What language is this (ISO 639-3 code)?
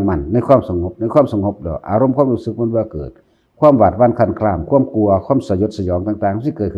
tts